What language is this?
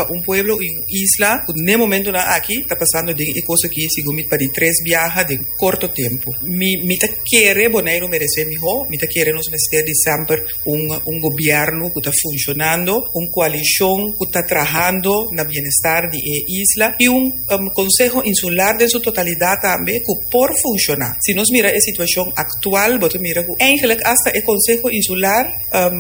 Papiamento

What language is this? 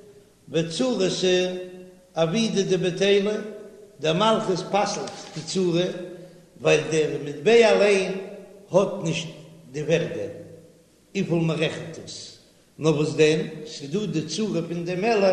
Yiddish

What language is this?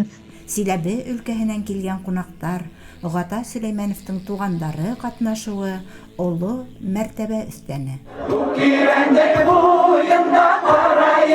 Bashkir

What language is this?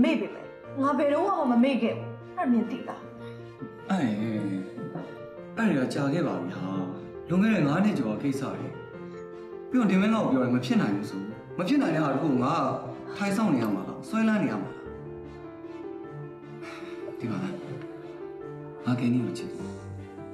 Burmese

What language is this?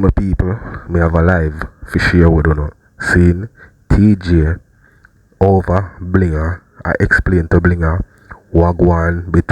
Jamaican Creole English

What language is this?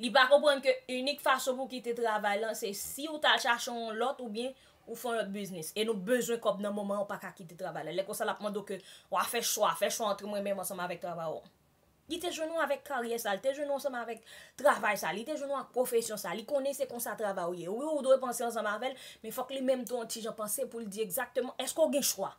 Haitian Creole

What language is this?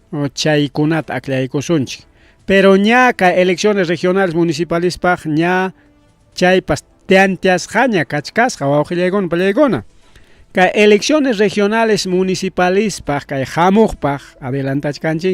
Ayacucho Quechua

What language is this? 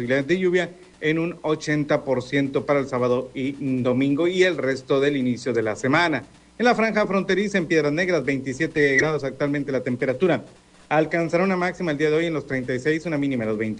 Spanish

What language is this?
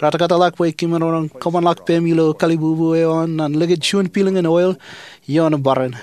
Marshallese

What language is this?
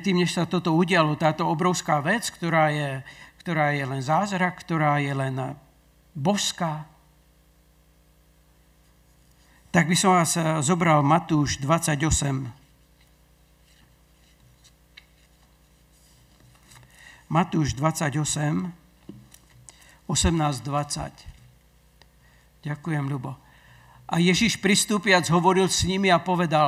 Slovak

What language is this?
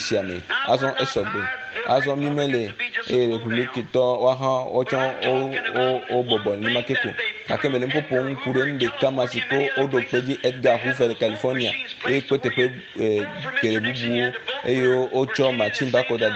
Ewe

